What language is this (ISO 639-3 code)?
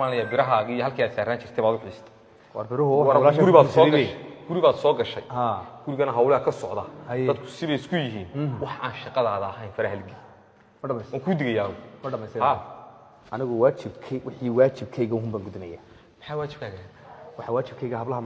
som